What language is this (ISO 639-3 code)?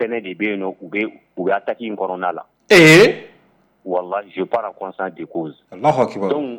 bam